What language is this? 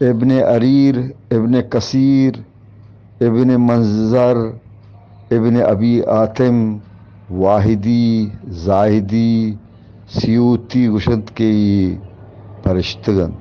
Eastern Balochi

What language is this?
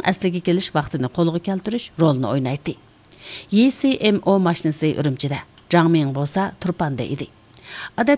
Uyghur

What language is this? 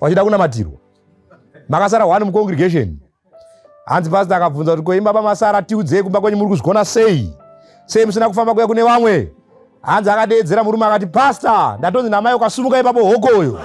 Shona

